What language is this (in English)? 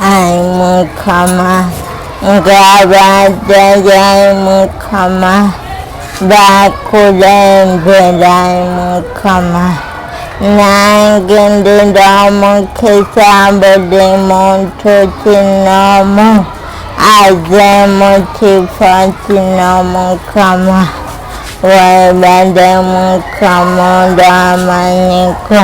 Ganda